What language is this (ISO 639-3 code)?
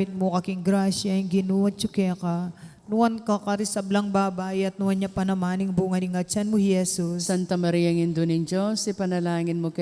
pam